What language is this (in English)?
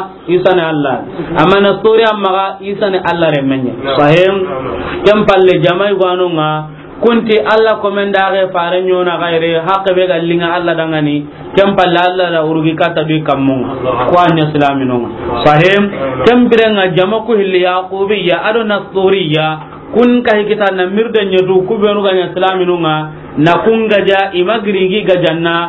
Soninke